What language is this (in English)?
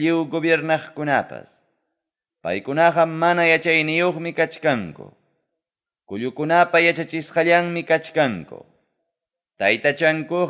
Ayacucho Quechua